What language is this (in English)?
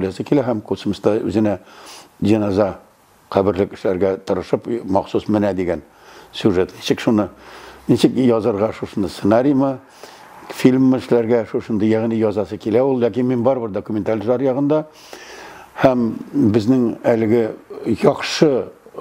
Tatar